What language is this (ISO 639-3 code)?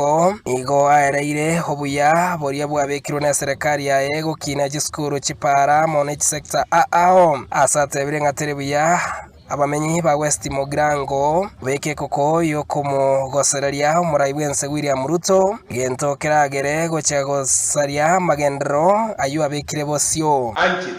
guz